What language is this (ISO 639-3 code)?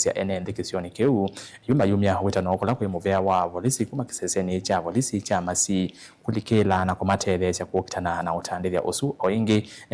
kam